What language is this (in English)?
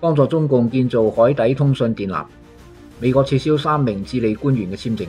Cantonese